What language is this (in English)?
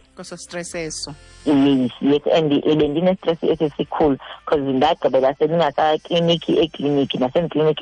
Xhosa